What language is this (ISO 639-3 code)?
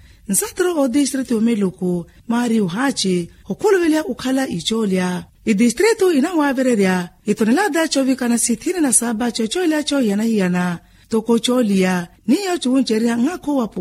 vmw